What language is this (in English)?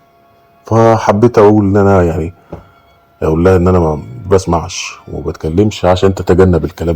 Egyptian Arabic